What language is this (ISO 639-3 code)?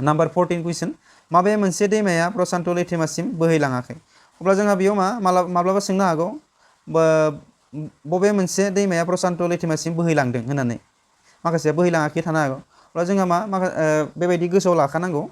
brx